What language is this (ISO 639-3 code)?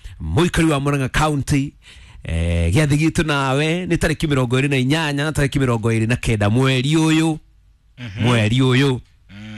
kik